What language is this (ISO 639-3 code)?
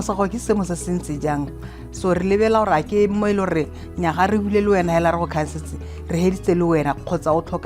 tsn